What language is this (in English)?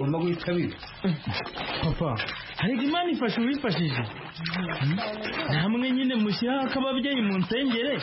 Kinyarwanda